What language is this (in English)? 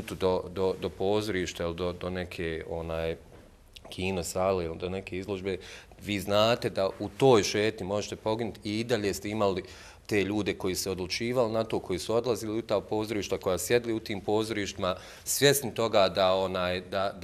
Bosnian